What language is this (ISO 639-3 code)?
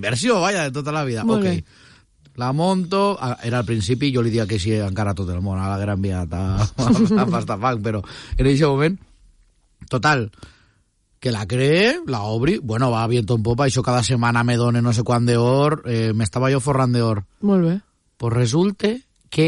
cat